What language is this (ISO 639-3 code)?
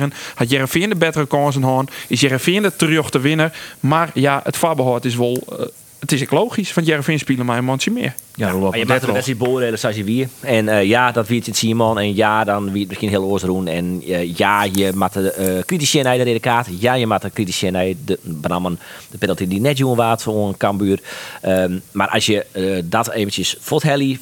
fry